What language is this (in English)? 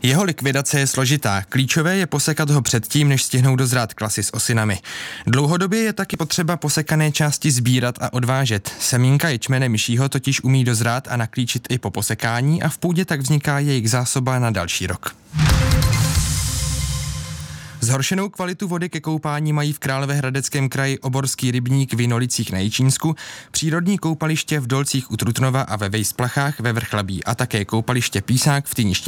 Czech